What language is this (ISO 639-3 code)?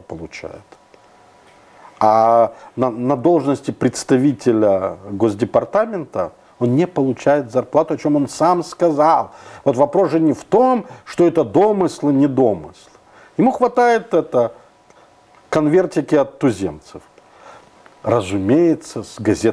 rus